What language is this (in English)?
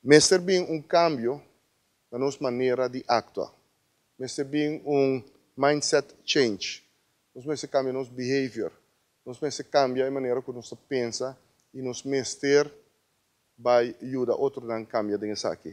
Papiamento